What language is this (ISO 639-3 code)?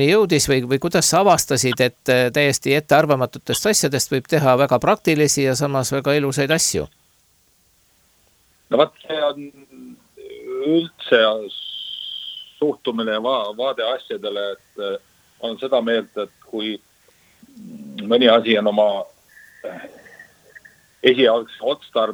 est